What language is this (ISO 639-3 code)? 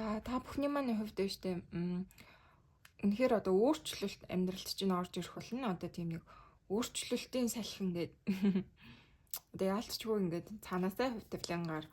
mon